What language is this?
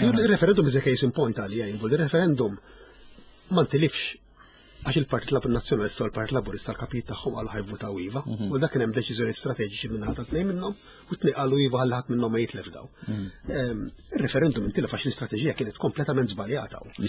Maltese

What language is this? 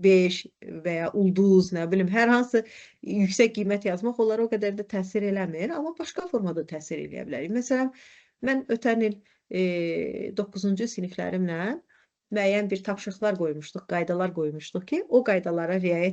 Azerbaijani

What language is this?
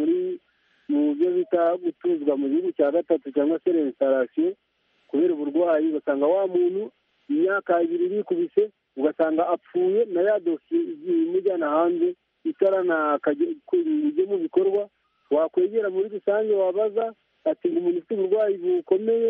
Kinyarwanda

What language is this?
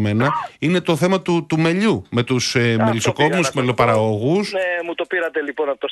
Greek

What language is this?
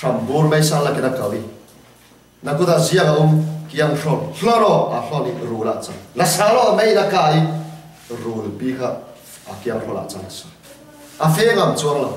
Falam Chin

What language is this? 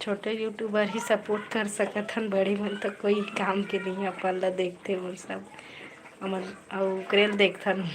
Chhattisgarhi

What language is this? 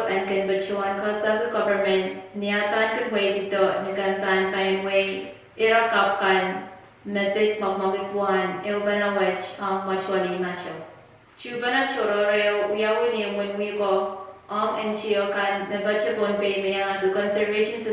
Pohnpeian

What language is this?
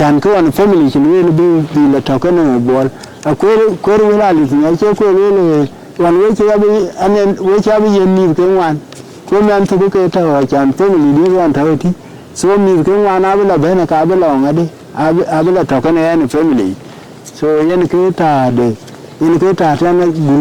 Dinka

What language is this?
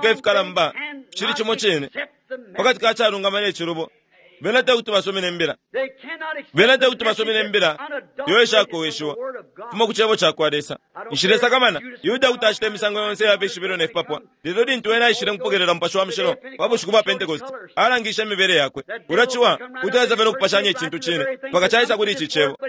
Bemba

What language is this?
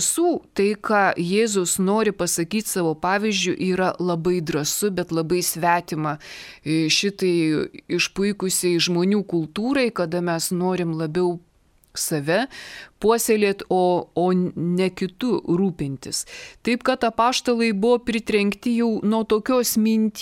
Lithuanian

